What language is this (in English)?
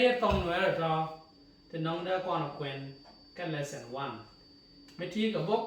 Nuer